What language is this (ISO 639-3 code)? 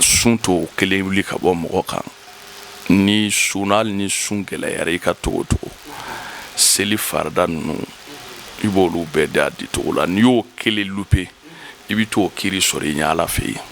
bam